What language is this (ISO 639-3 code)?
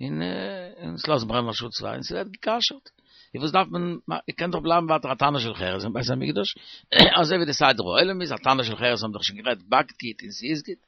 yid